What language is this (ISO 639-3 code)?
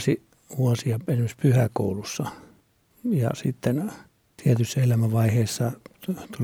fin